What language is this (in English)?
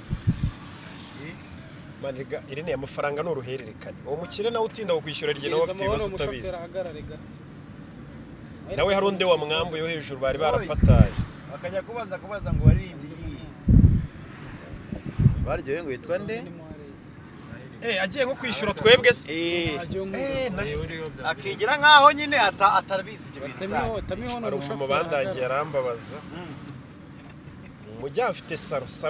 Kinyarwanda